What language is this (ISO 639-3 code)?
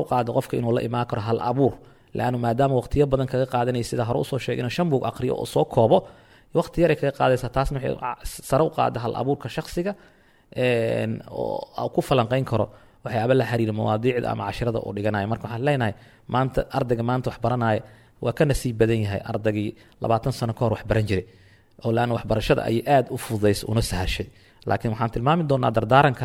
som